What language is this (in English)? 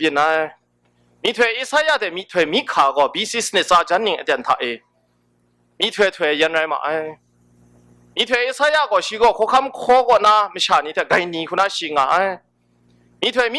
Kachin